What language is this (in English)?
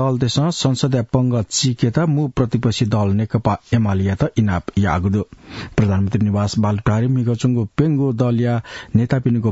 Newari